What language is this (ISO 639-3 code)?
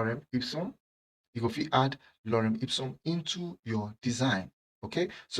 pcm